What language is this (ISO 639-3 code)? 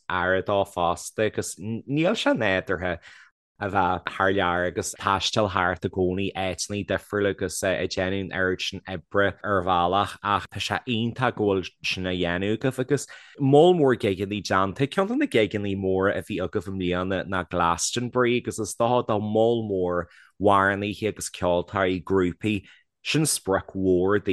gle